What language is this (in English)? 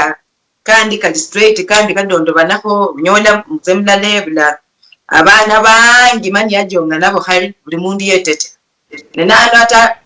Luyia